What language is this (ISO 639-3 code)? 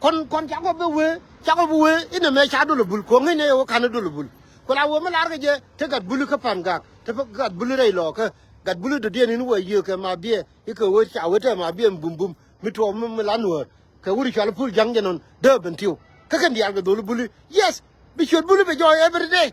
nus